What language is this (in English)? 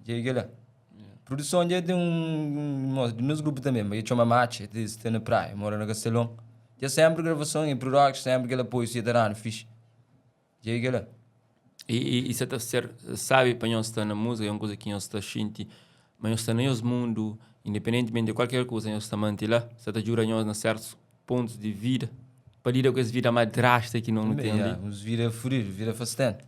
Kabuverdianu